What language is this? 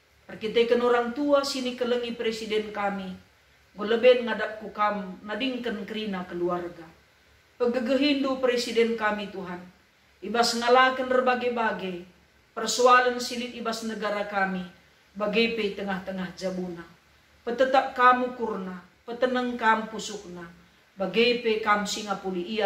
Batak Karo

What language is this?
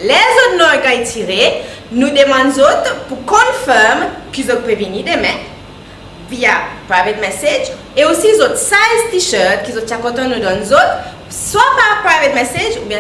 Seselwa Creole French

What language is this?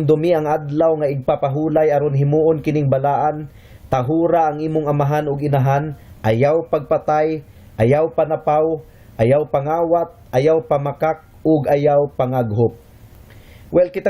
Cebuano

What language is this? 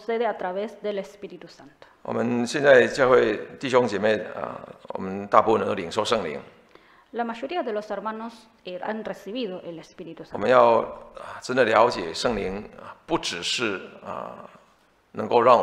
Chinese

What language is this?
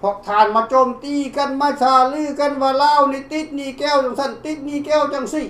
Lao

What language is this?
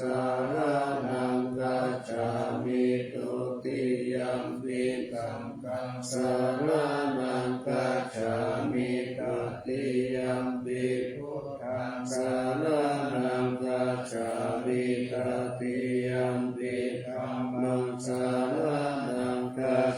Pali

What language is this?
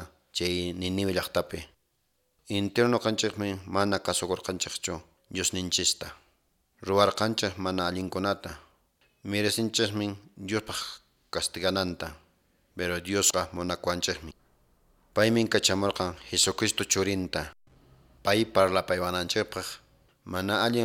Quechua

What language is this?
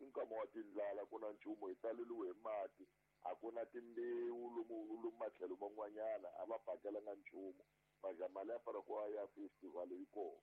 Tsonga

